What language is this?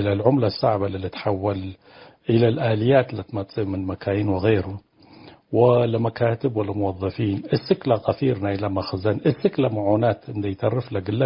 Tigre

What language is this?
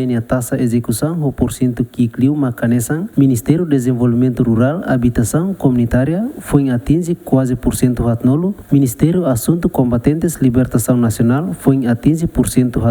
Tetum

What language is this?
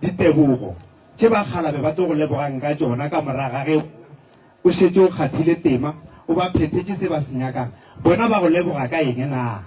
Northern Sotho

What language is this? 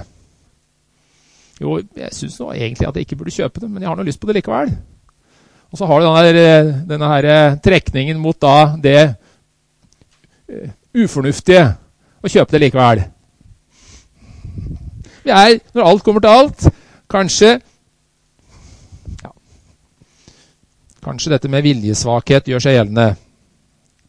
Norwegian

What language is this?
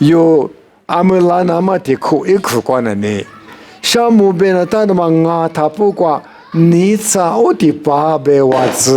Lisu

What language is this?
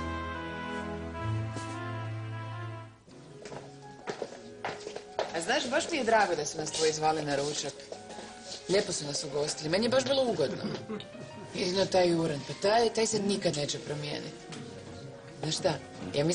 Croatian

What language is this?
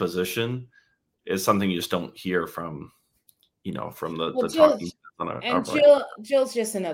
English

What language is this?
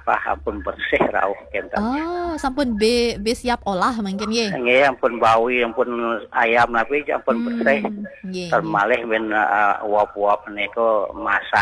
Balinese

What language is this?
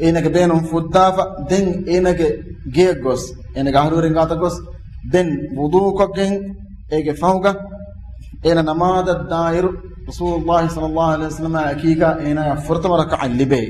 Divehi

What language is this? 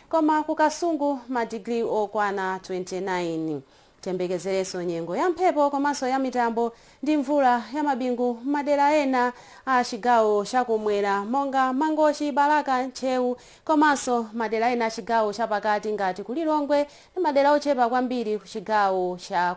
Nyanja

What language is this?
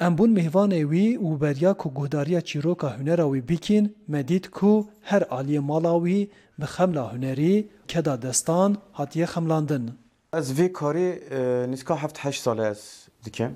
Kurdish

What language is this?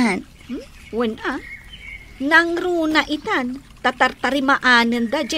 Iloko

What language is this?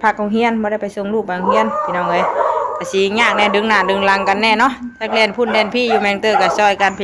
Northeastern Thai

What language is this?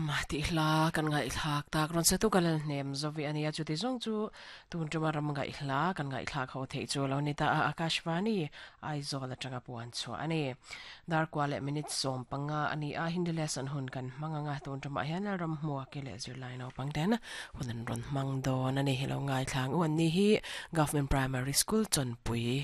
Mizo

